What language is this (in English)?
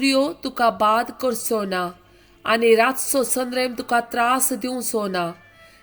Konkani